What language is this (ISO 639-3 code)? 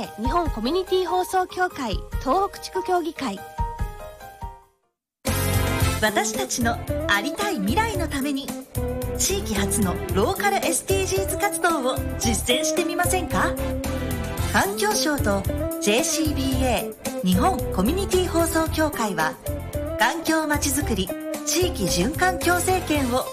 jpn